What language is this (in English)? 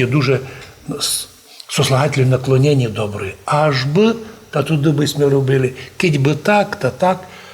Rusyn